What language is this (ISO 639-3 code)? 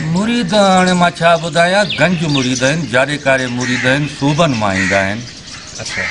snd